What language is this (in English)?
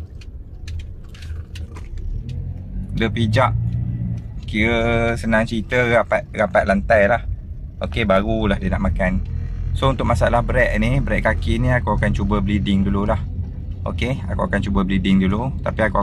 Malay